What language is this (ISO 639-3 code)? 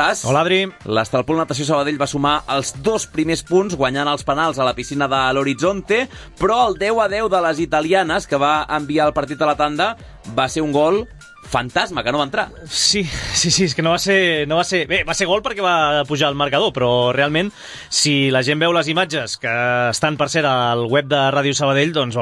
cat